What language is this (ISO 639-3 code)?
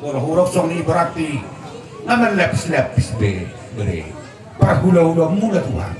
bbc